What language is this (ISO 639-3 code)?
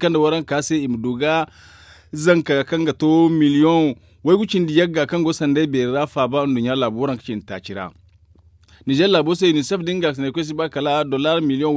dje